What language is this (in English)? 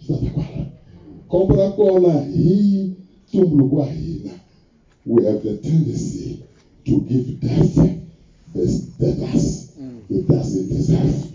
Tsonga